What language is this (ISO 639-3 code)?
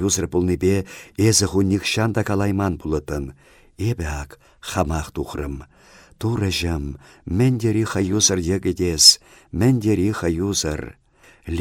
chv